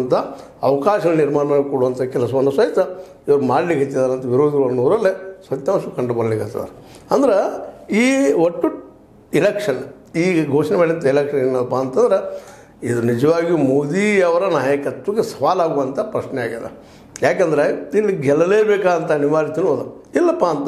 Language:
Kannada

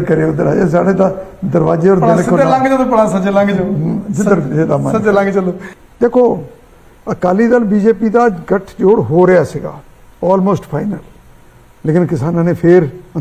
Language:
Punjabi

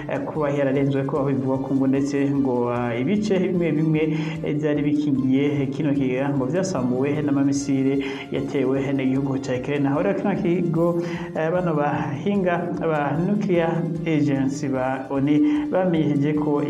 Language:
Rundi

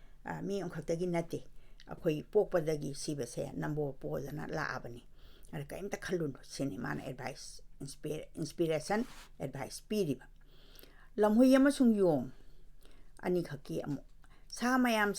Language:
Manipuri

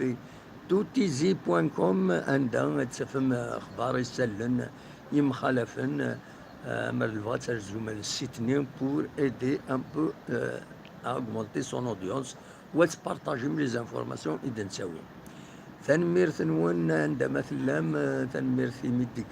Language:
Kabyle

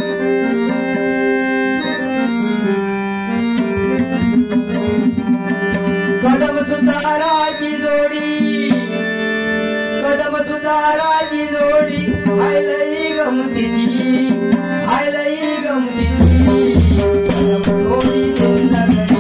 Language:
Marathi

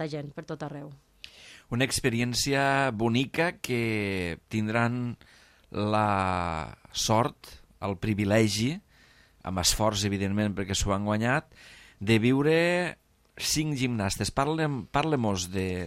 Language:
Catalan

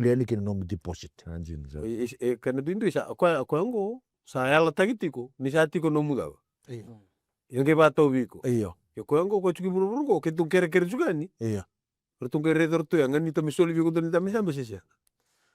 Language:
Fijian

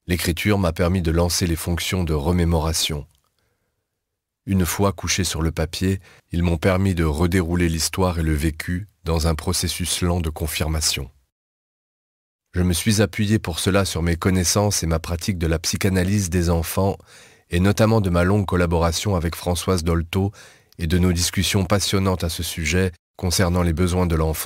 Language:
French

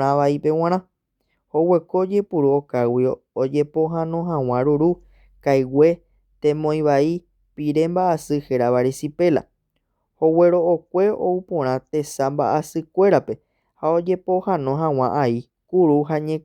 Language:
Guarani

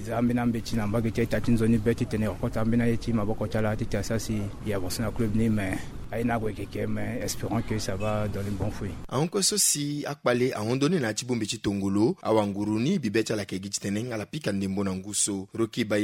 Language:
Sango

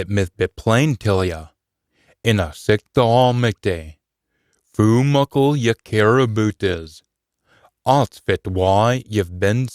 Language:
Scots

